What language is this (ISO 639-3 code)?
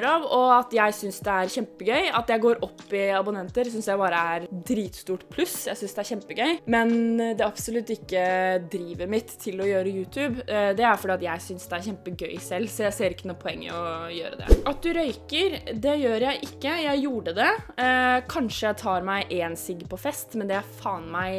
nor